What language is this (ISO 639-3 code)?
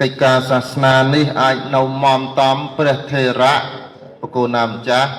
khm